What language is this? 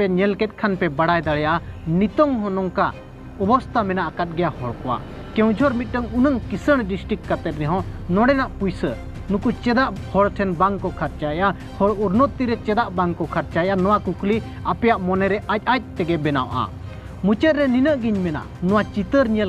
Santali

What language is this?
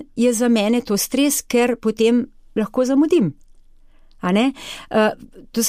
Slovenian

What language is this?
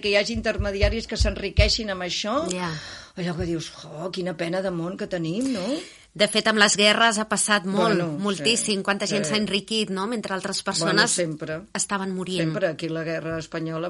Catalan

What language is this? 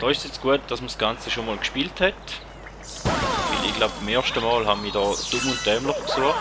Swiss German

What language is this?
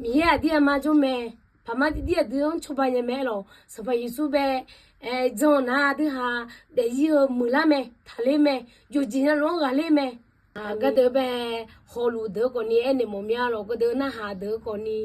Akha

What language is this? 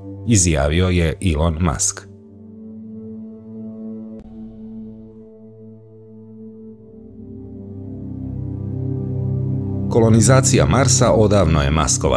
Serbian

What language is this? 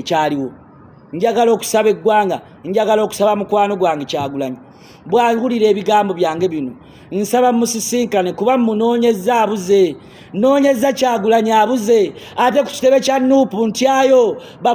Ganda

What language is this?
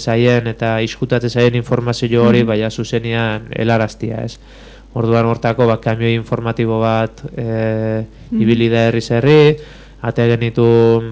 Basque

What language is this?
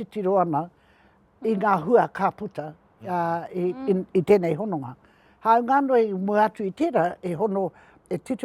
Māori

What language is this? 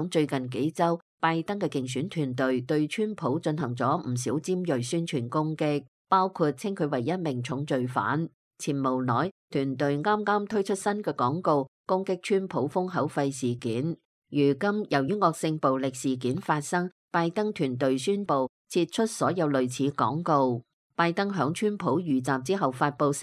Cantonese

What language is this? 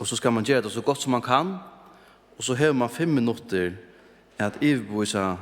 Faroese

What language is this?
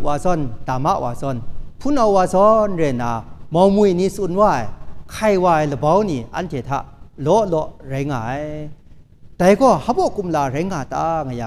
Kachin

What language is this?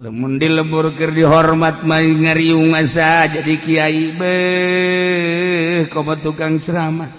Sundanese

